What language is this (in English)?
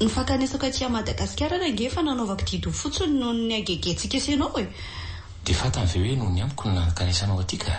Malagasy